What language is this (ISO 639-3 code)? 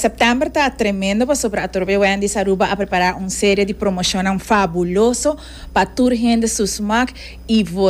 pap